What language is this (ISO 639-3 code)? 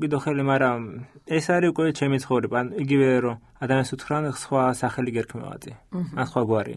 kat